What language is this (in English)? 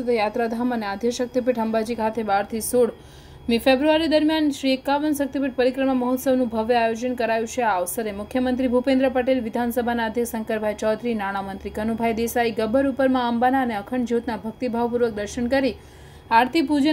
Gujarati